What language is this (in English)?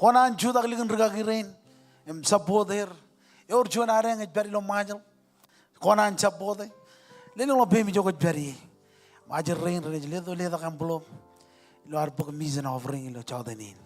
Marshallese